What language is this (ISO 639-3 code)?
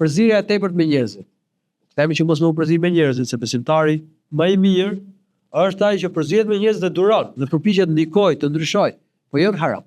sqi